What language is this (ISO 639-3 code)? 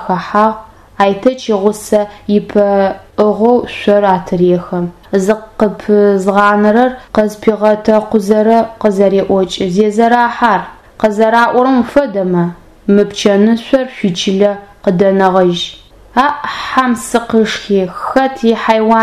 ady